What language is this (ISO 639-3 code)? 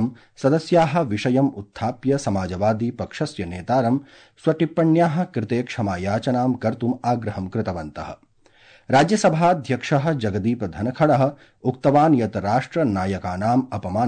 san